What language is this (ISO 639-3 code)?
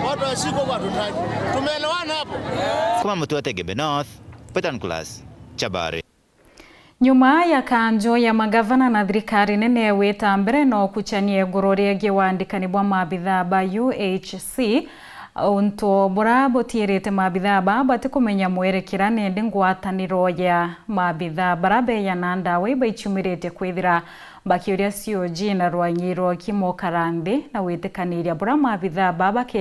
mer